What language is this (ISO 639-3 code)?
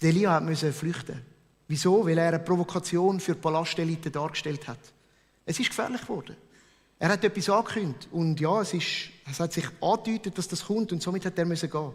gsw